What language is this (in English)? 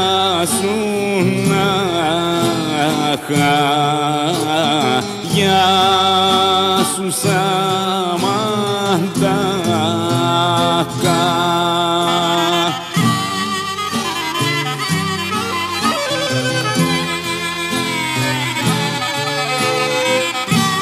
Greek